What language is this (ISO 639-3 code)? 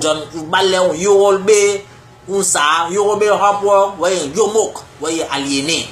bas